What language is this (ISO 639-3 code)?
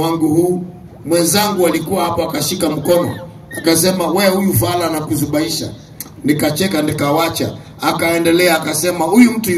swa